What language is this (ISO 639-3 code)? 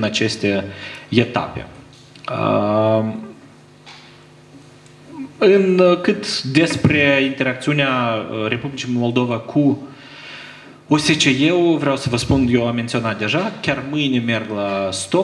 ron